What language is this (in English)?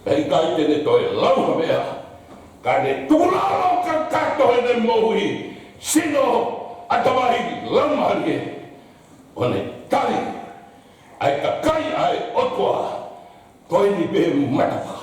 Tongan